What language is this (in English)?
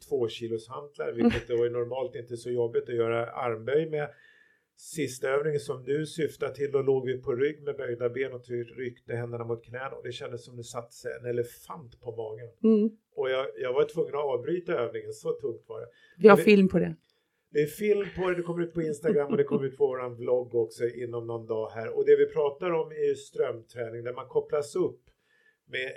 Swedish